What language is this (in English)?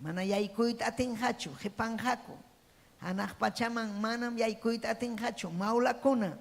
Ayacucho Quechua